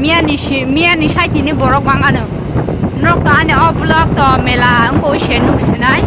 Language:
Kok Borok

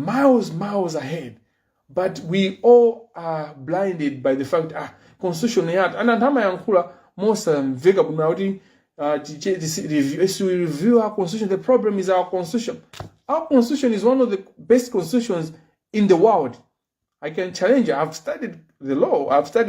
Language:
Nyanja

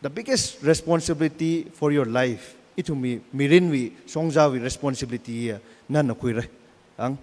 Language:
Tangkhul Naga (India)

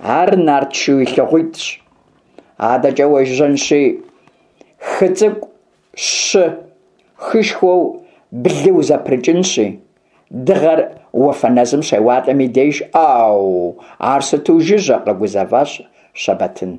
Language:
Kabardian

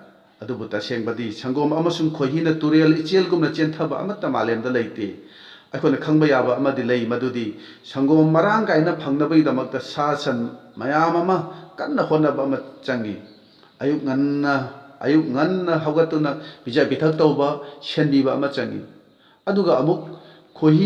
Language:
Manipuri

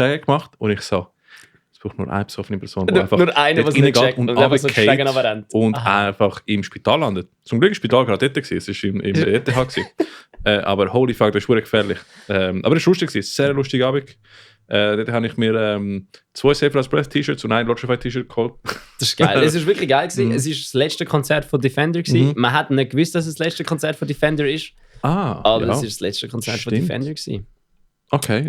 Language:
Swiss German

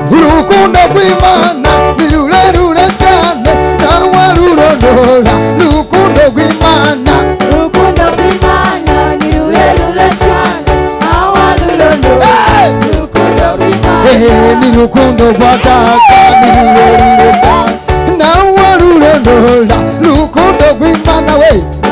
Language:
Kinyarwanda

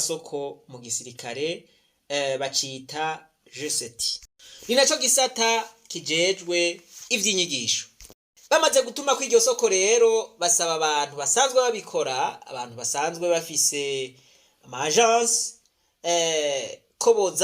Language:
Rundi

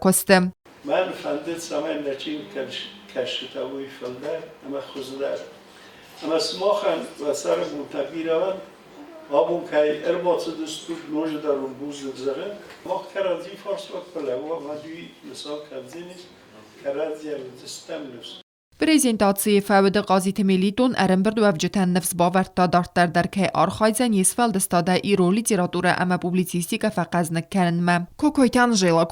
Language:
Ossetic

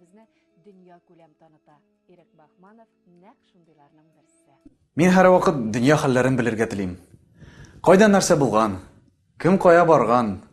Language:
Tatar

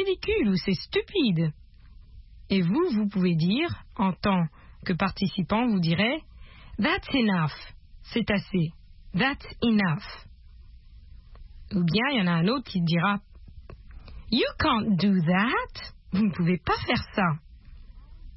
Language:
French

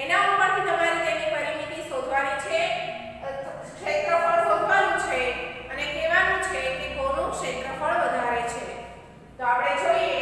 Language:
Gujarati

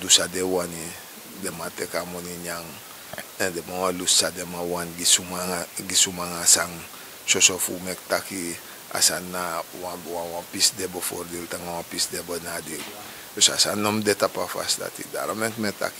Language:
Sranan Tongo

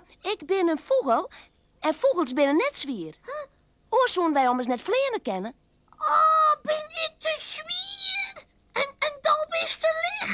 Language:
Western Frisian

